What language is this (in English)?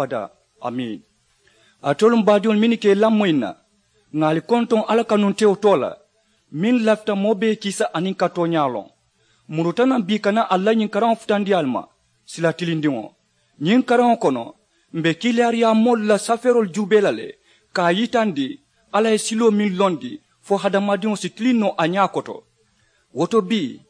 Mandingo